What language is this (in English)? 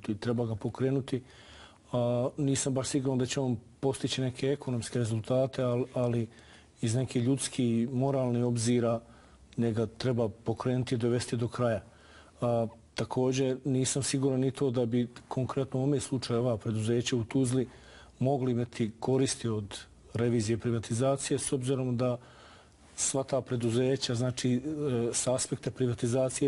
Bosnian